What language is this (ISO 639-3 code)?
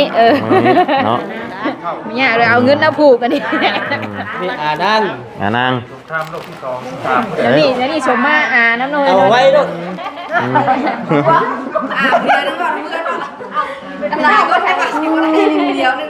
lao